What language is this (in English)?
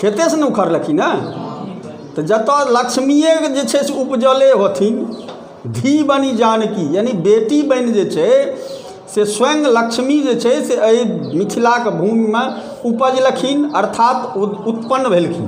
Maithili